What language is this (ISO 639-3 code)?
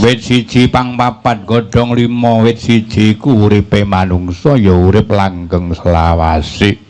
jav